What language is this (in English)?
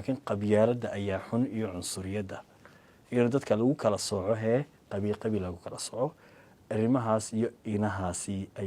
Somali